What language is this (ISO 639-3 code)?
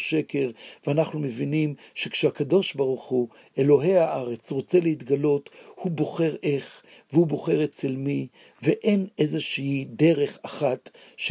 heb